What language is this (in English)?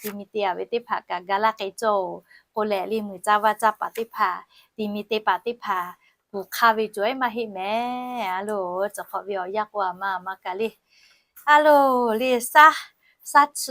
Lahu